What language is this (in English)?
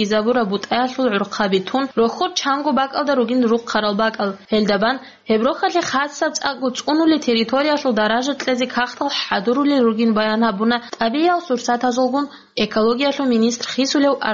Avaric